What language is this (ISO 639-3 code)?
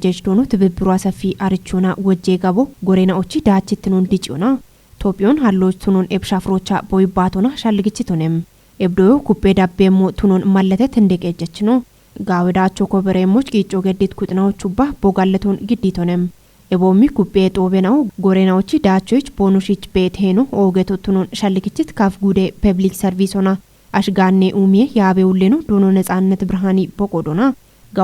kbr